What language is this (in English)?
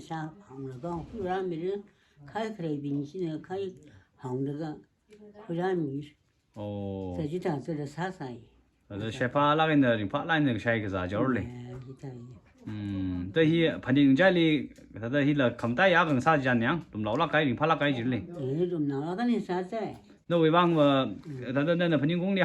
Tangkhul Naga (India)